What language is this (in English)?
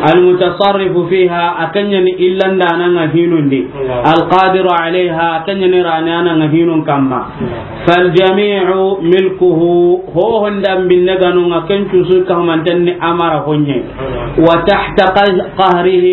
Soninke